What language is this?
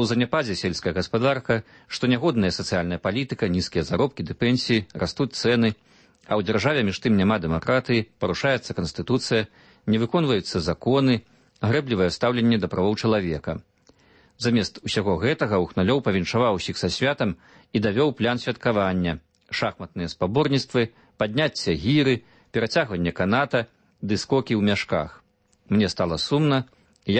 Belarusian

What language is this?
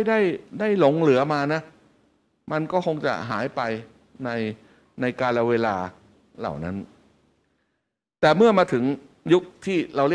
Thai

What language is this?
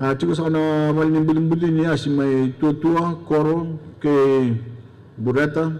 Fijian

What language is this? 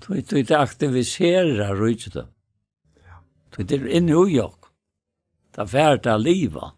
Faroese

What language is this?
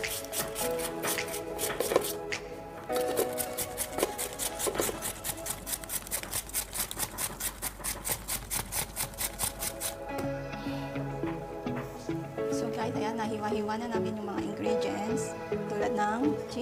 Filipino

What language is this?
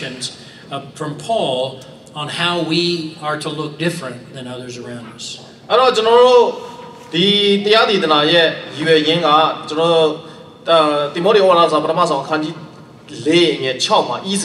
Burmese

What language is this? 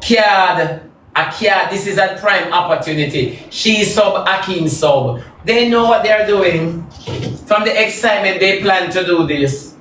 Jamaican Creole English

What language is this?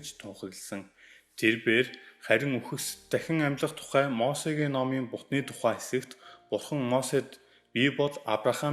Mongolian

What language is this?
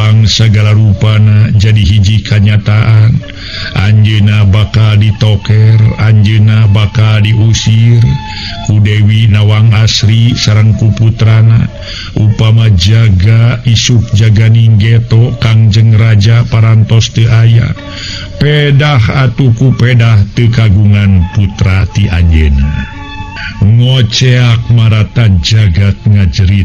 Sundanese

